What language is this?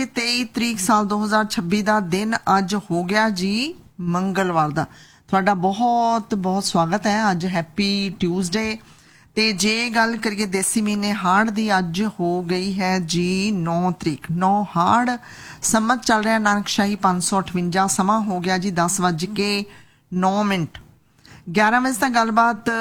Punjabi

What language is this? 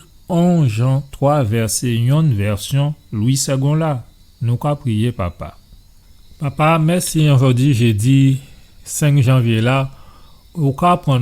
Guadeloupean Creole French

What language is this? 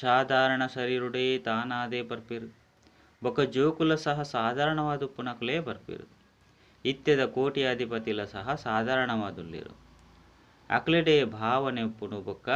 Tulu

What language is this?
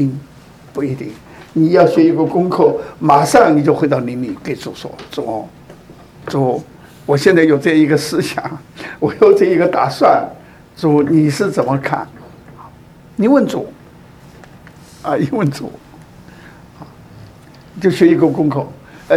Chinese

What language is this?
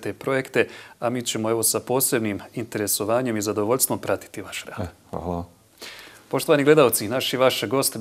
Bosnian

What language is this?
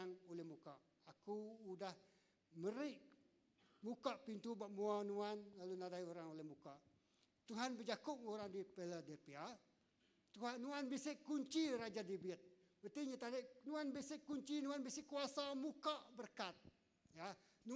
Iban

